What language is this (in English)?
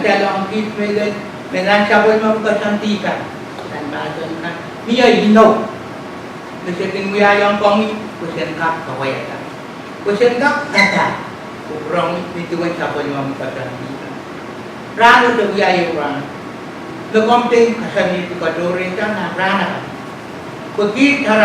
Pohnpeian